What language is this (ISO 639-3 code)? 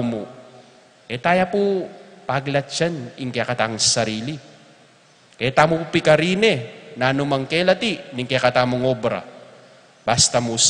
pam